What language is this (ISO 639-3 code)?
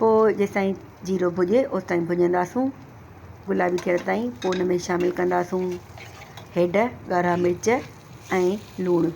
snd